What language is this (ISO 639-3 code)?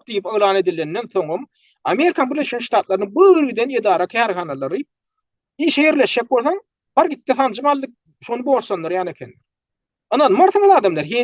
tuk